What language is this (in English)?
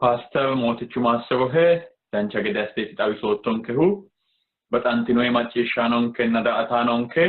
Sidamo